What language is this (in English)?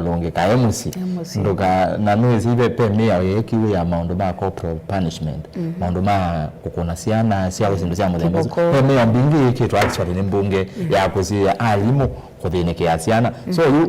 Kamba